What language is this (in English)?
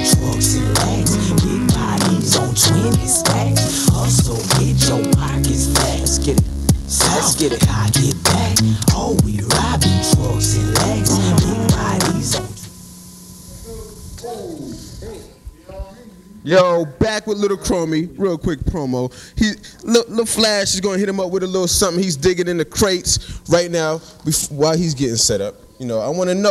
English